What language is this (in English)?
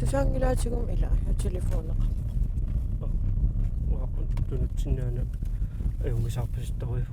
Kalaallisut